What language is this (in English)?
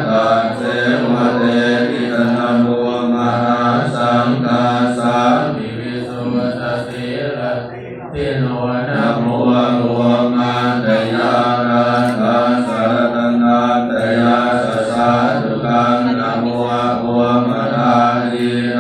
Pali